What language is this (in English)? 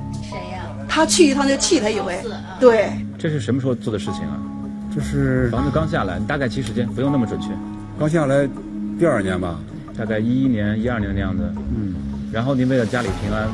Chinese